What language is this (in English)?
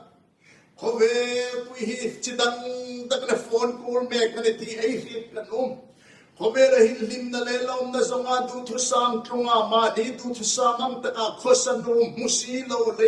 Hmar